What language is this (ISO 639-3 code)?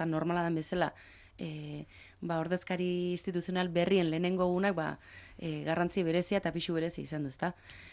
eus